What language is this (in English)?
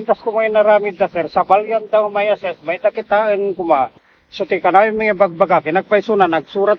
Iloko